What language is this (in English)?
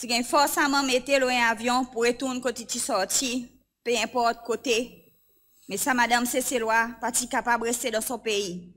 Seselwa Creole French